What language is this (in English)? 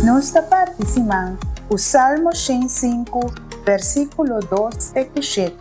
Papiamento